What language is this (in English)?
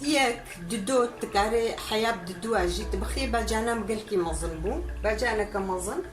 Kurdish